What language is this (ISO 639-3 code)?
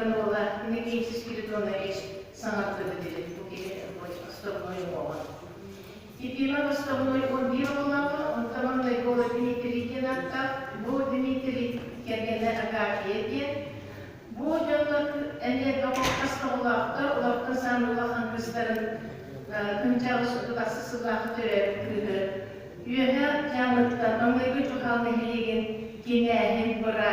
sah